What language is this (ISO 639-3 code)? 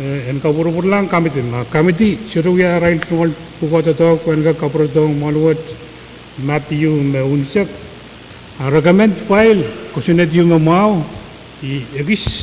pon